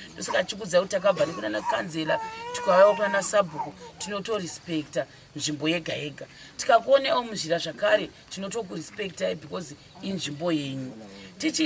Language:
Shona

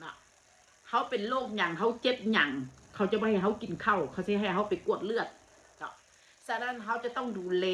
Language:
Northeastern Thai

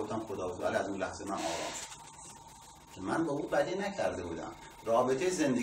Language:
Persian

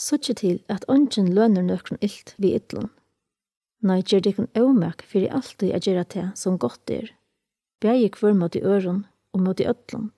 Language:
Faroese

